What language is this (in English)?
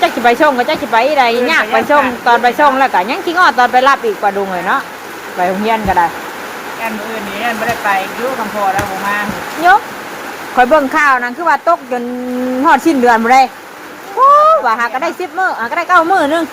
Northeastern Thai